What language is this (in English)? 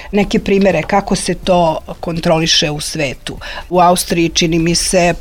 Serbian